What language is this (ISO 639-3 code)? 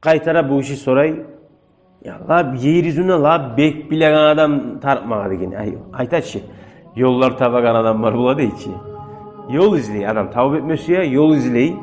kum